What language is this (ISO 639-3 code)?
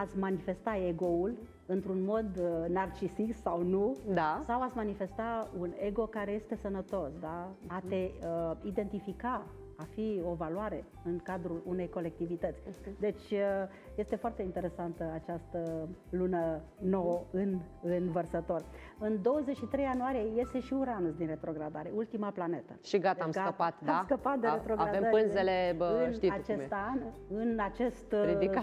ron